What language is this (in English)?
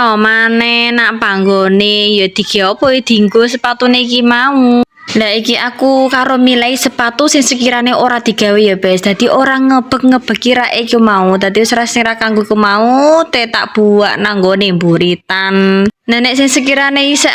Javanese